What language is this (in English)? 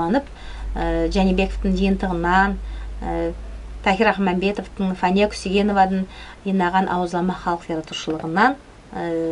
Nogai